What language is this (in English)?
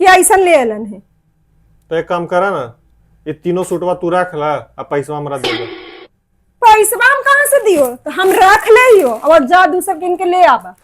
Magahi